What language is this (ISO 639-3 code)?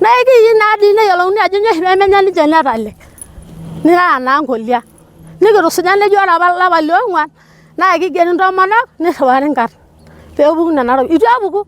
mas